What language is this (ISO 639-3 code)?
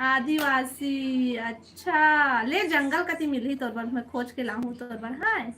hne